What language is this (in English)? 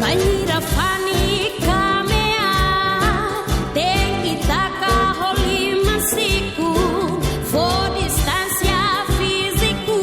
Tetum